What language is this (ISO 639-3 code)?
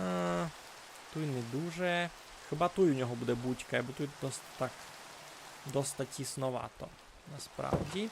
rue